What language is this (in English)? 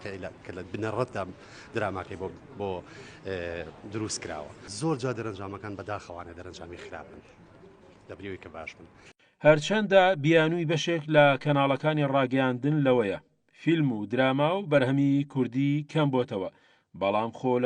Central Kurdish